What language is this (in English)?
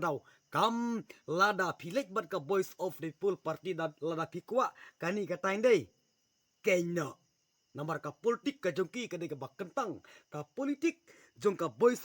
Khasi